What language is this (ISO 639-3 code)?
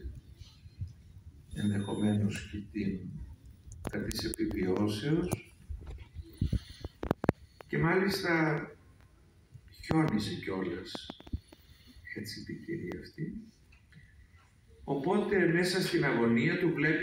ell